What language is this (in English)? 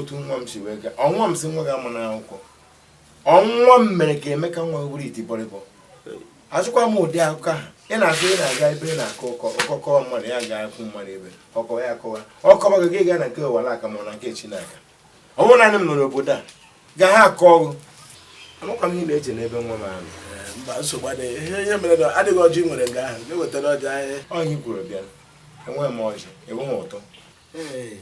Igbo